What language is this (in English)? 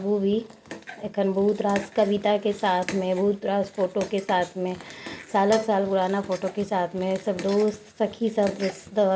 Maithili